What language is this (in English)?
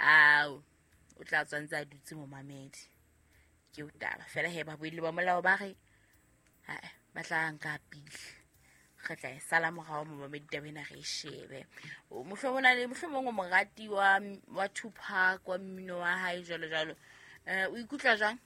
Southern Sotho